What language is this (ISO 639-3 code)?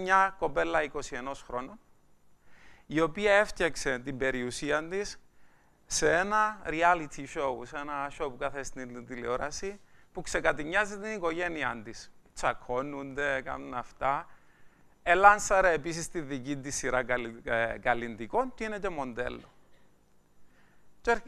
ell